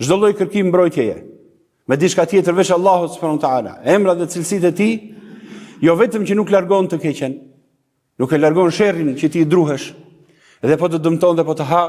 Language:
Albanian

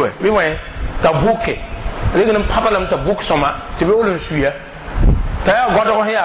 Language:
Mossi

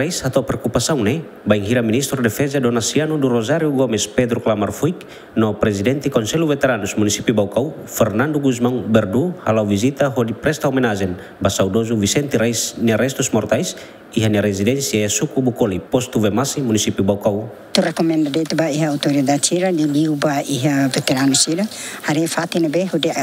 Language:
Tetum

